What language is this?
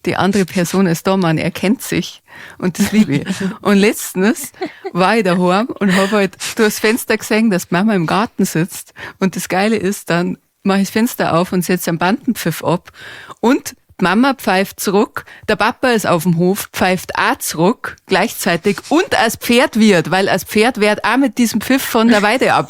Bavarian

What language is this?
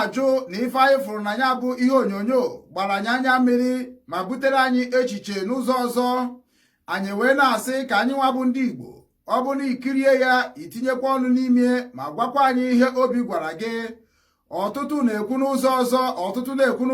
Igbo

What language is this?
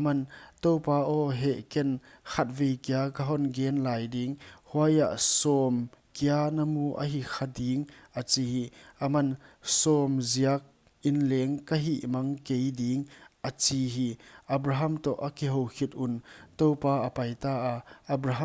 Paite Chin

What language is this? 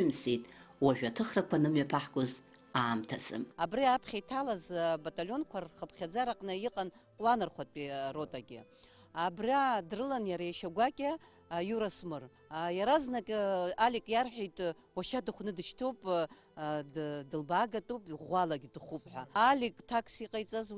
Abkhazian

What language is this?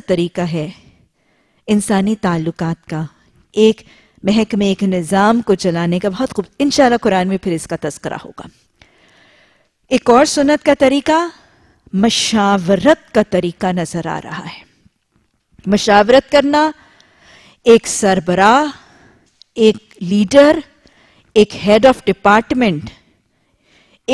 Urdu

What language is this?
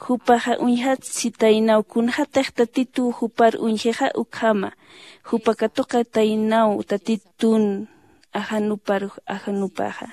Aymara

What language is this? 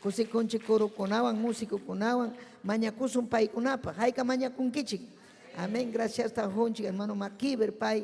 Ayacucho Quechua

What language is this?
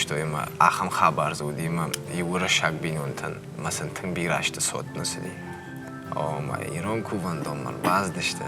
Ossetic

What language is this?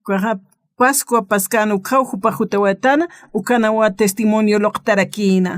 Aymara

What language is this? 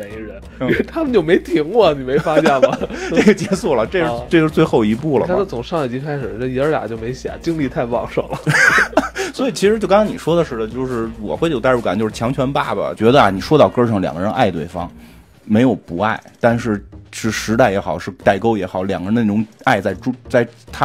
Chinese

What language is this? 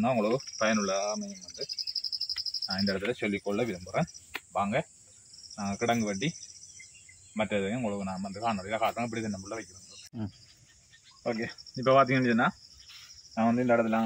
Tamil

